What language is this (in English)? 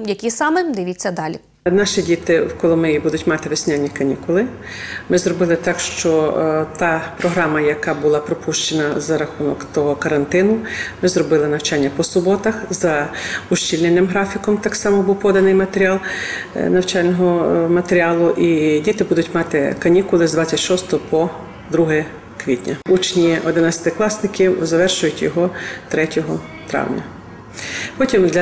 Ukrainian